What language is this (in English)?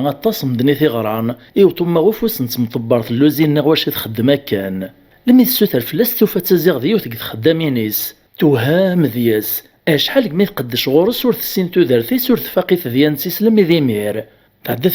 Kabyle